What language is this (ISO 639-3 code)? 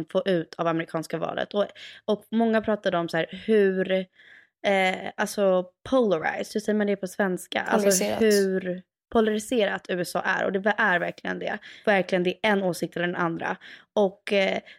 swe